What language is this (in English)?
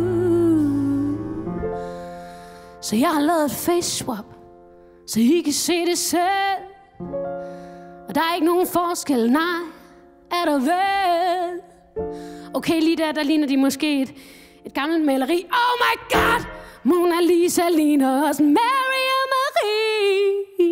Danish